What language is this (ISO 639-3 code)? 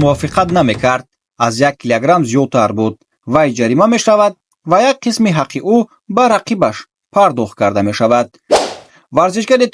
tgk